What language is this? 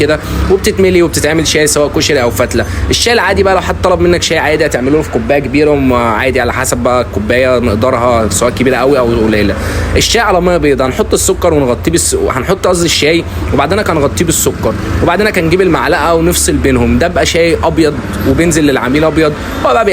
Egyptian Arabic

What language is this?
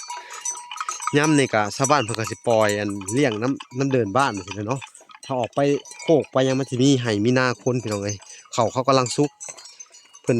Lao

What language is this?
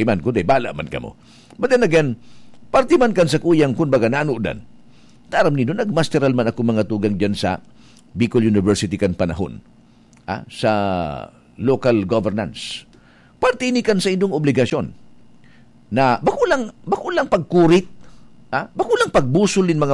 Bikol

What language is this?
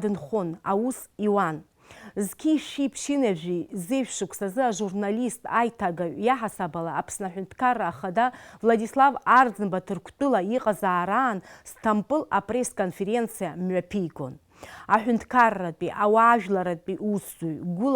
Abkhazian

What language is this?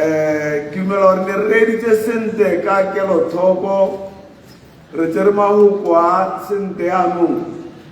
Tswana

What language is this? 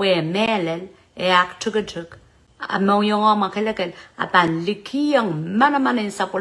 Pohnpeian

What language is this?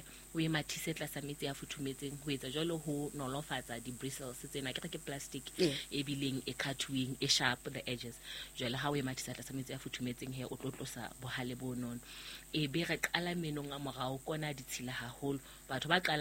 Southern Sotho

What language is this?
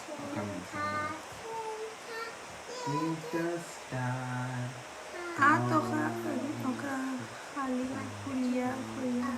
Sylheti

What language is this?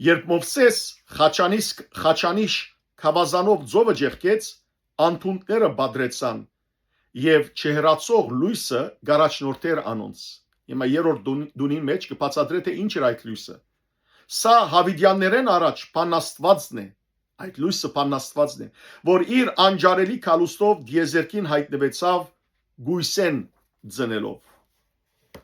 Western Armenian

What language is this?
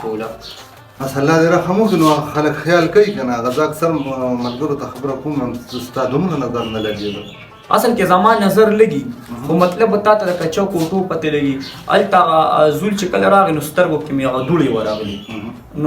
Pashto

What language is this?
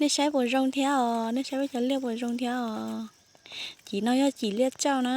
Hmong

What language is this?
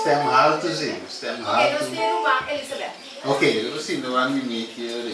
Papiamento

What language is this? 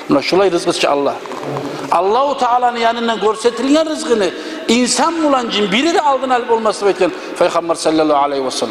Kumyk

